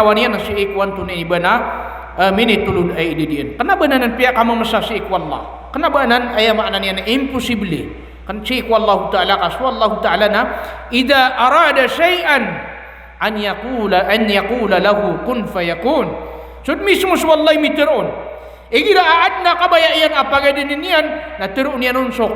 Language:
Maranao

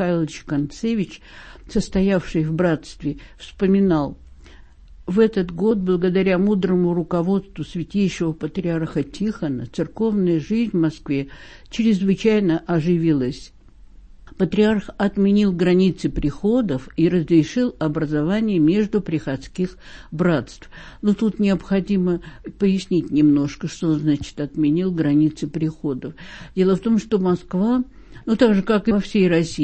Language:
Russian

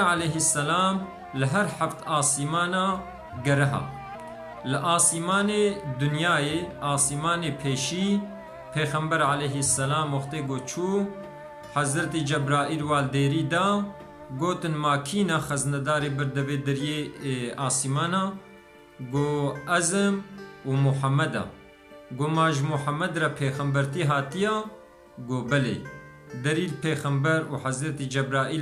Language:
Kurdish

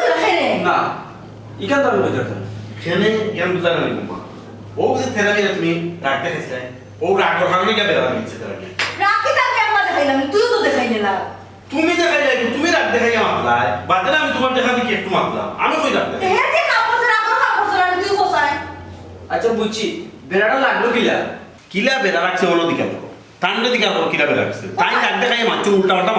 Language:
Sylheti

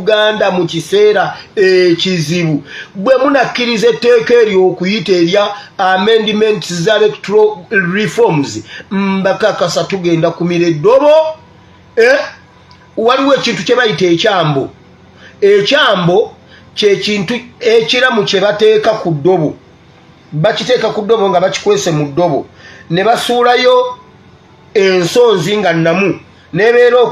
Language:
Ganda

